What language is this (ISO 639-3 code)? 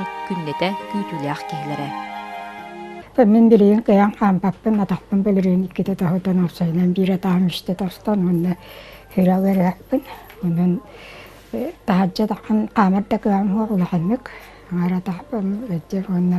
sah